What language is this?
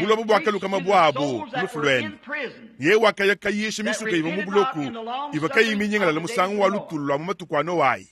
Luba-Lulua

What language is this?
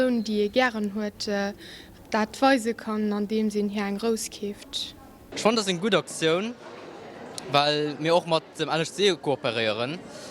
Luxembourgish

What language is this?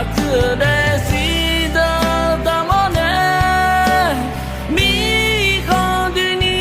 Akha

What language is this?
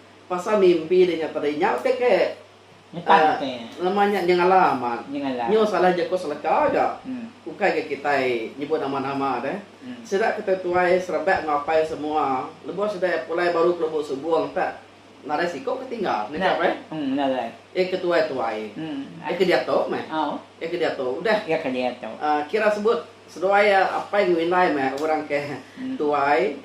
Iban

